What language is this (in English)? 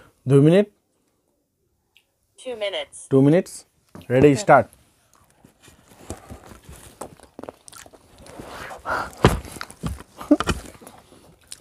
Bangla